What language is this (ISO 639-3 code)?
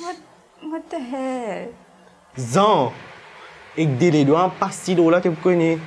mfe